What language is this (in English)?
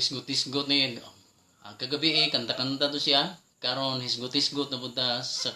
Cebuano